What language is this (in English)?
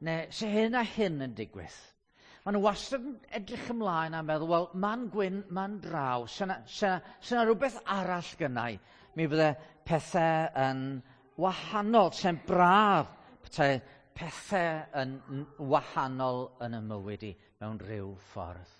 Welsh